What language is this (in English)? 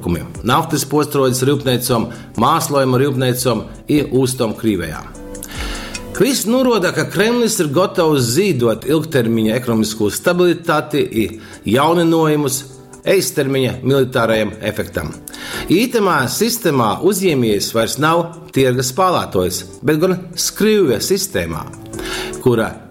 Latgalian